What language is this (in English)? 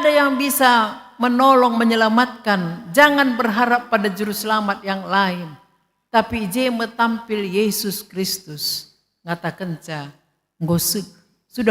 Batak Karo